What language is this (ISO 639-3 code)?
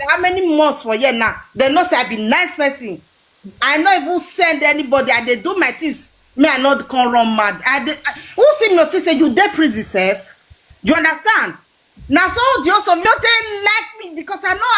pcm